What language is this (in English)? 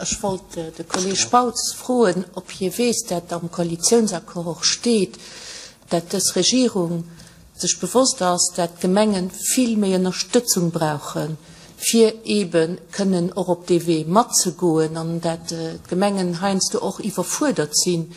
Luxembourgish